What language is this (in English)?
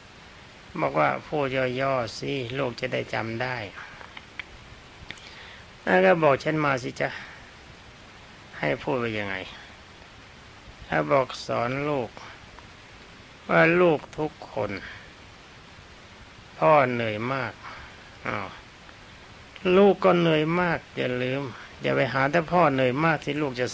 Thai